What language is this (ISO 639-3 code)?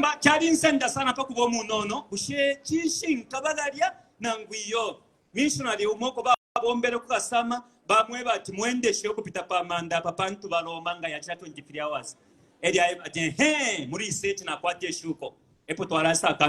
bem